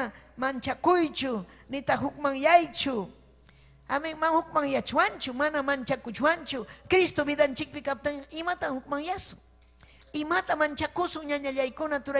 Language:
Ayacucho Quechua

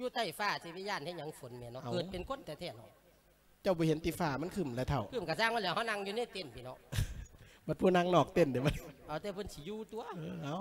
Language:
Lao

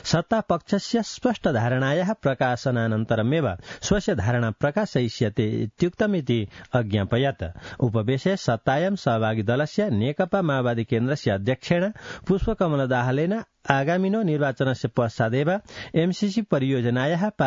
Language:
Sanskrit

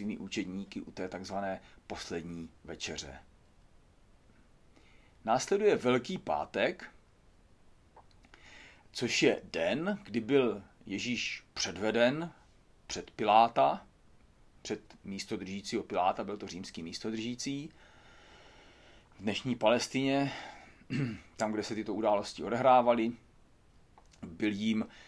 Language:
Czech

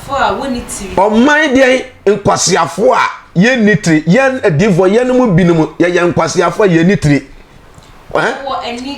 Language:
Akan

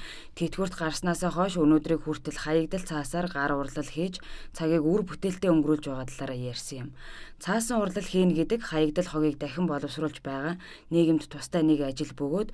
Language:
Mongolian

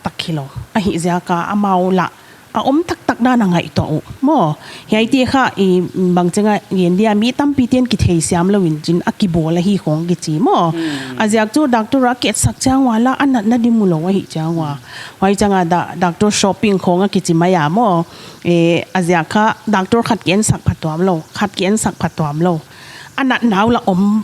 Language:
Paite Chin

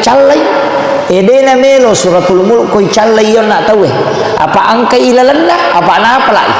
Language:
Buginese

